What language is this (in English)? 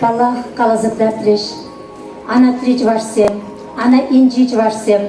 Chuvash